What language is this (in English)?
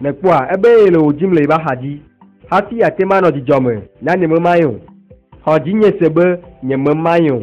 Ewe